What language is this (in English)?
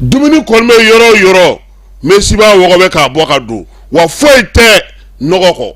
Bambara